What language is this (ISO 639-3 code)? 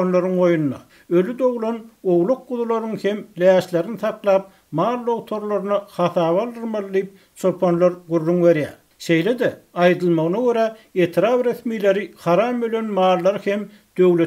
tuk